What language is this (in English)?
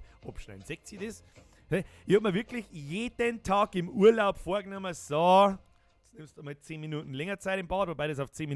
Bavarian